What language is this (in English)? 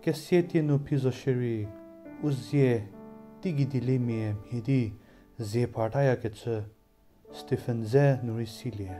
Angami Naga